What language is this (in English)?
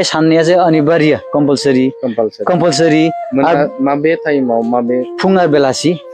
Bodo